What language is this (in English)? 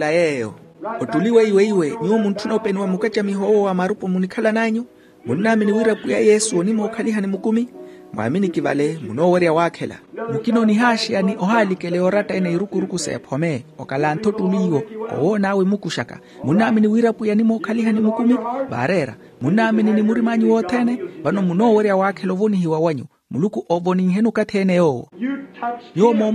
Makhuwa